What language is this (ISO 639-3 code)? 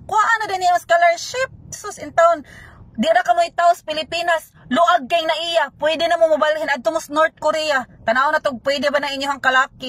ceb